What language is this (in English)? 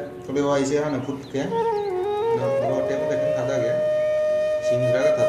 Manipuri